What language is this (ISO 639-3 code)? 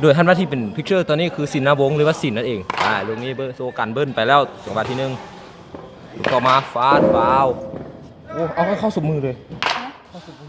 lao